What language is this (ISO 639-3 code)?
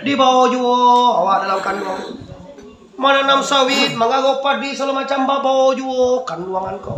min